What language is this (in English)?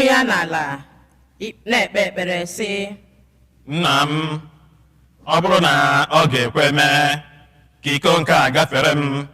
Igbo